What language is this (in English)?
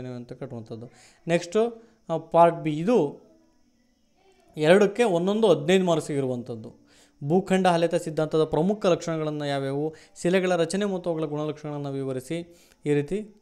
Kannada